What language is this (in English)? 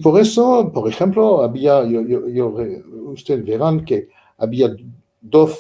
Ladino